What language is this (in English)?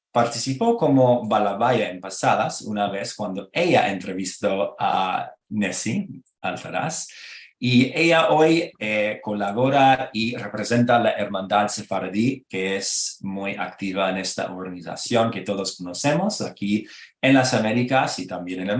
Ladino